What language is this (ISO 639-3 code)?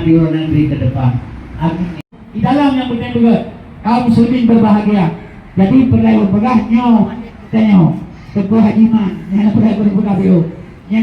ace